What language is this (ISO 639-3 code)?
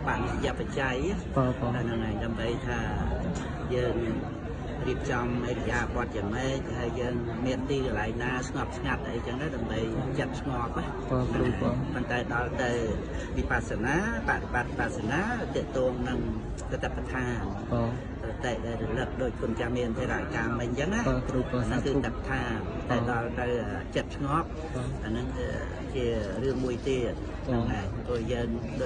khm